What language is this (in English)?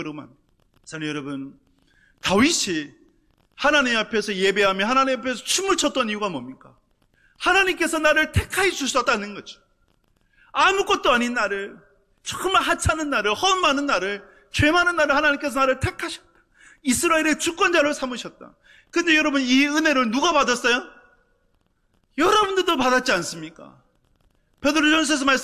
Korean